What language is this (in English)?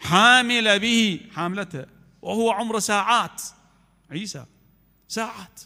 Mesopotamian Arabic